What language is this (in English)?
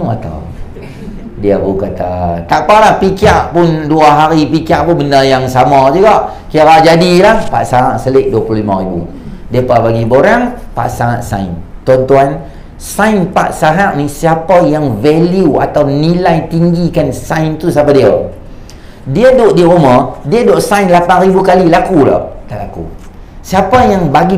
Malay